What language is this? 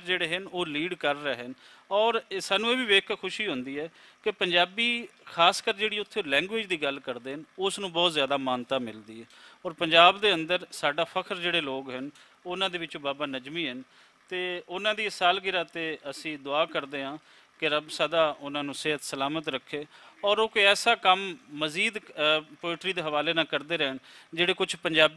Western Panjabi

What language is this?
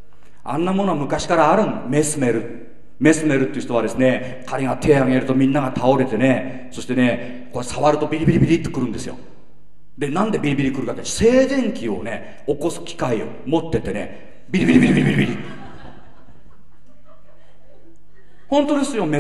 Japanese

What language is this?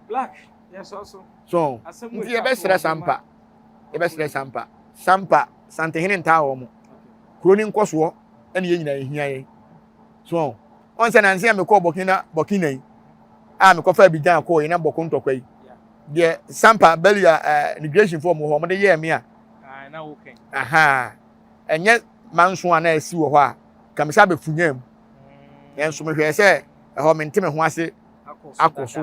Akan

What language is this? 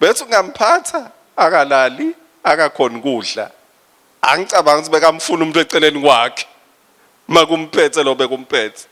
Swati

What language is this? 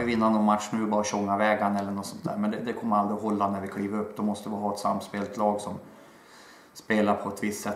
Swedish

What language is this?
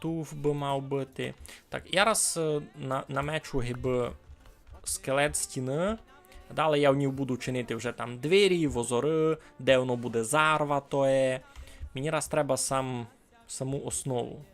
Rusyn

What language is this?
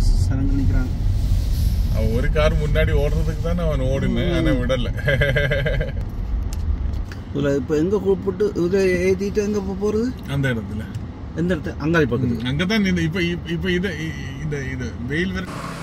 Tamil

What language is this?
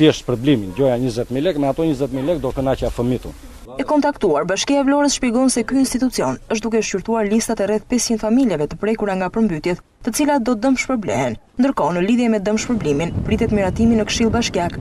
Albanian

